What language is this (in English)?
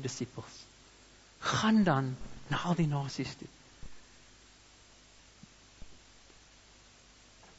Afrikaans